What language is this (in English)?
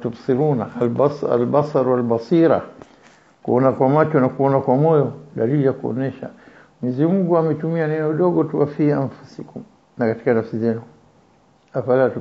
Swahili